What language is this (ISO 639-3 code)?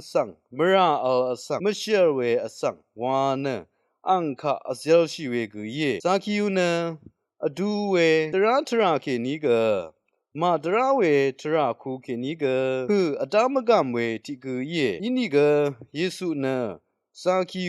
raw